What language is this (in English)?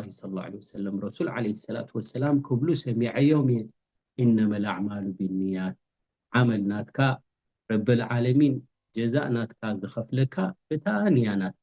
Tigrinya